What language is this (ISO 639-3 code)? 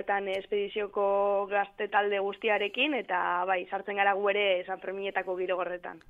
eus